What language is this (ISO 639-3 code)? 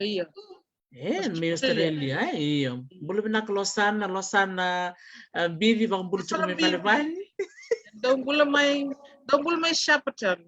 fij